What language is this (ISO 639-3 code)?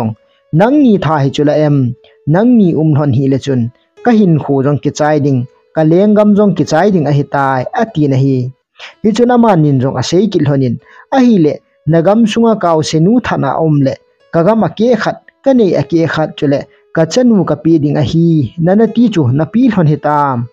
tcz